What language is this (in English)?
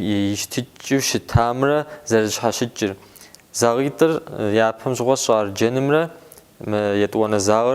Kabardian